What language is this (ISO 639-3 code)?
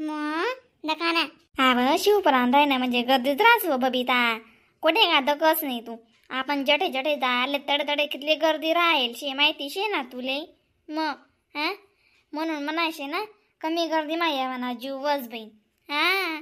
khn